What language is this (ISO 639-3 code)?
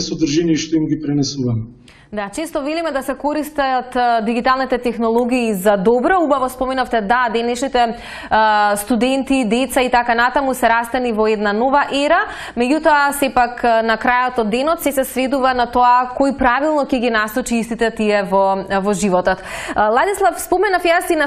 mkd